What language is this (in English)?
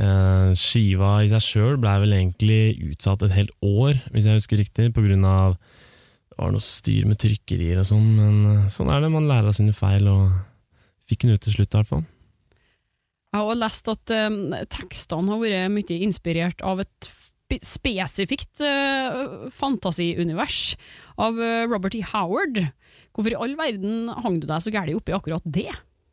Norwegian